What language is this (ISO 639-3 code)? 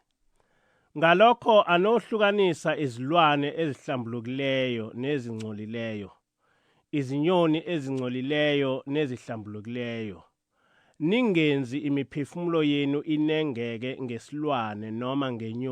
zul